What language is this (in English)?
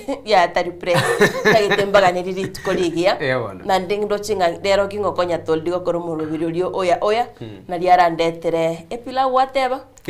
Gusii